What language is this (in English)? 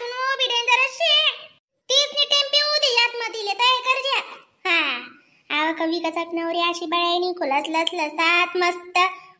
Khandesi